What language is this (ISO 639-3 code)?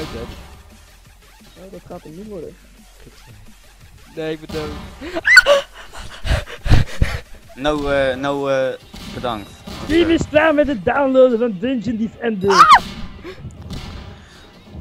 nld